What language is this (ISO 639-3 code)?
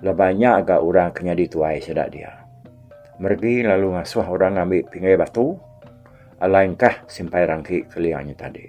iba